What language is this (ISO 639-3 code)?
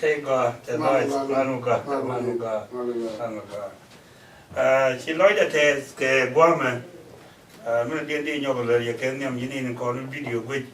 nus